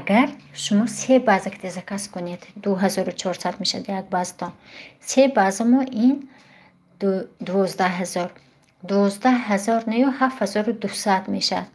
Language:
Tajik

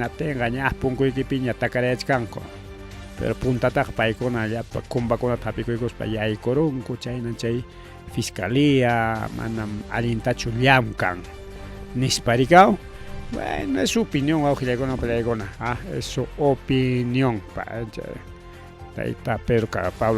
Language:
Ayacucho Quechua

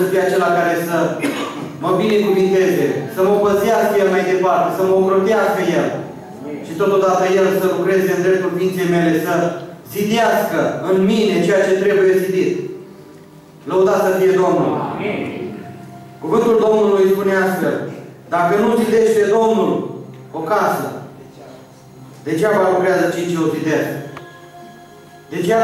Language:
Romanian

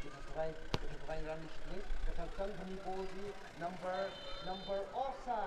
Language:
Tangkhul Naga (India)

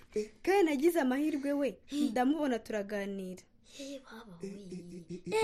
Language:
Kinyarwanda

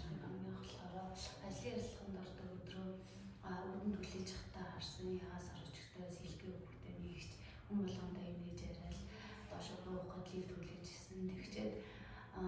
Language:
Mongolian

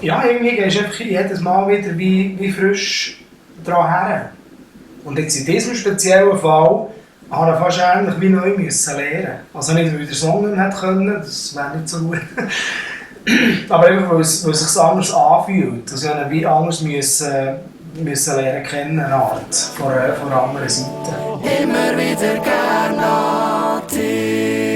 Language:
Swiss German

